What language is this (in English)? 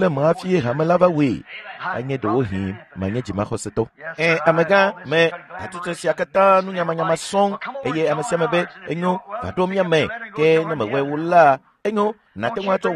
Ewe